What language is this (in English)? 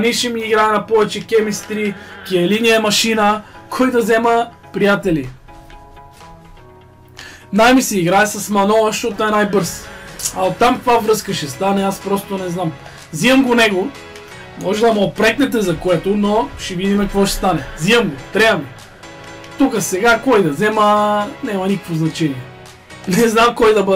Bulgarian